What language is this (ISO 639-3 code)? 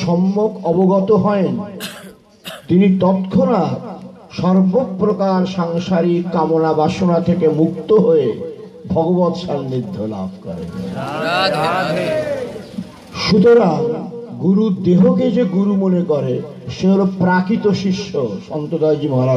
ben